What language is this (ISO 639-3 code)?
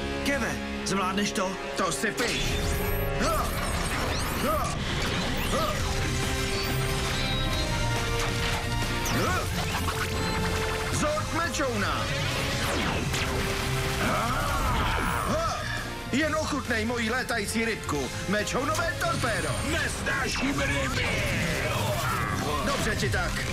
ces